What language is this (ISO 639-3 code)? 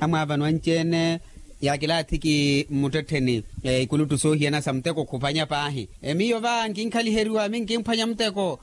vmw